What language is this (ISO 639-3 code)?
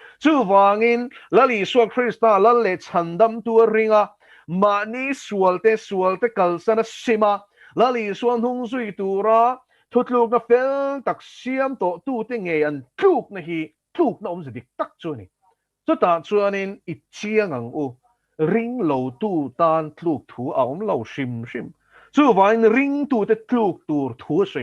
lus